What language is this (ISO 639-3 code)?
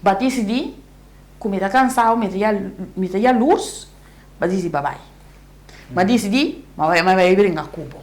pap